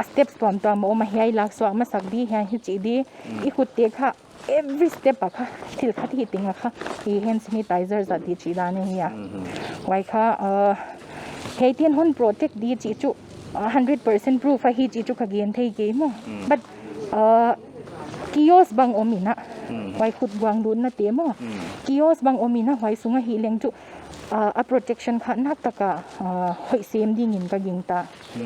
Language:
Paite Chin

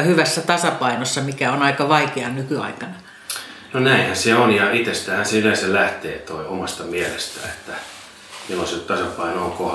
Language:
Finnish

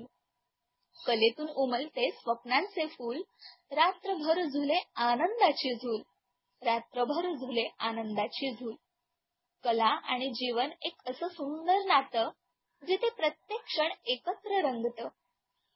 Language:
Marathi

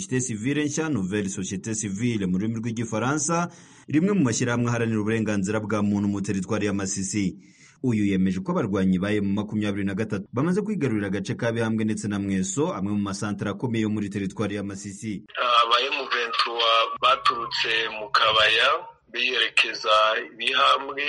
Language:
Kinyarwanda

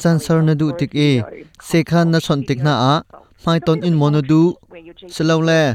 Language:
Hakha Chin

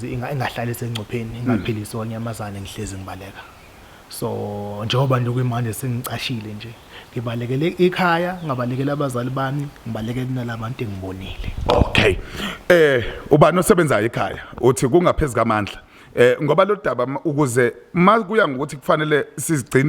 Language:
Zulu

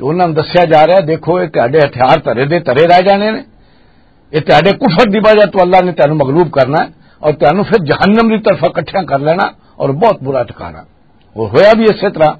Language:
Western Panjabi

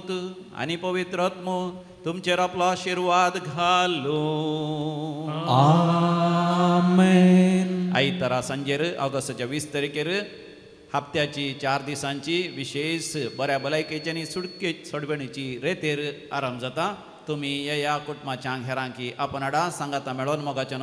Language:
Konkani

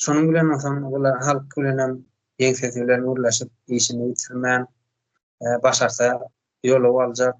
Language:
Turkmen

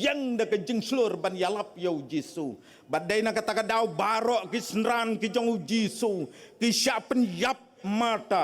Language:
Khasi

